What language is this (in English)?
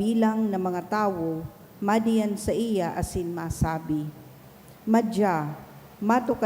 Bikol